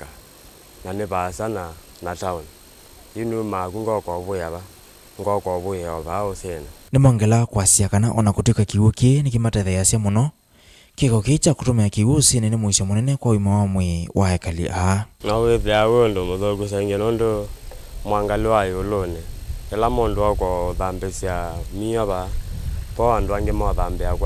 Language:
Kamba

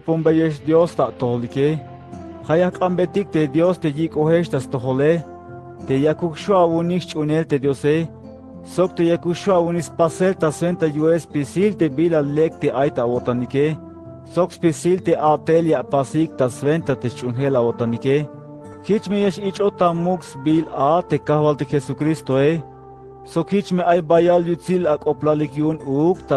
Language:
Tzeltal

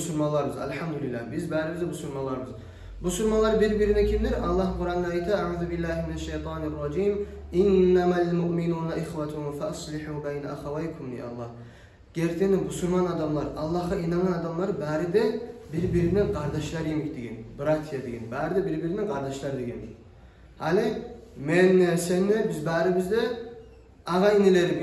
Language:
Kumyk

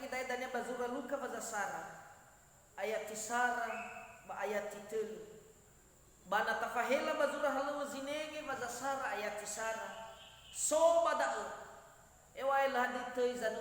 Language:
Nias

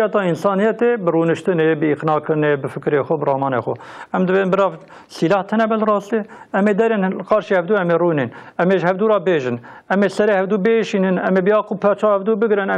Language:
Kurdish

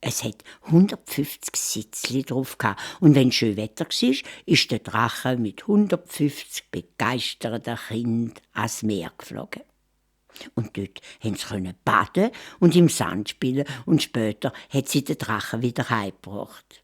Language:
Swiss German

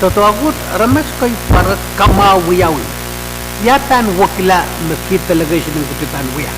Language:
Pohnpeian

